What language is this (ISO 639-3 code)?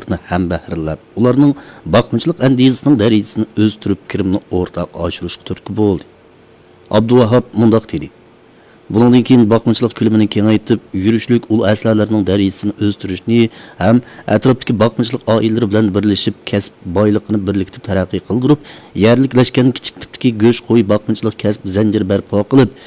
uig